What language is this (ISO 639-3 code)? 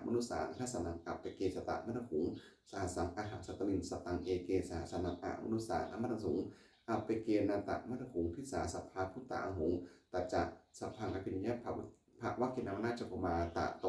pli